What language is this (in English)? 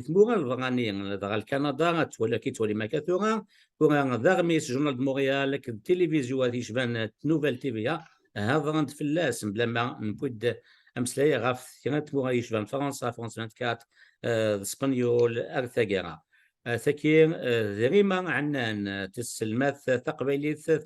Kabyle